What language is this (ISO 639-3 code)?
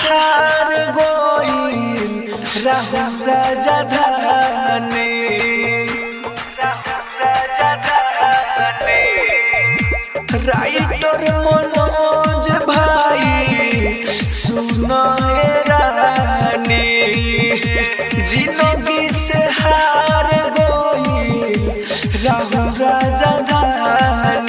bho